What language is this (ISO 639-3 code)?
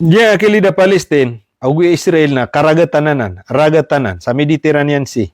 mrw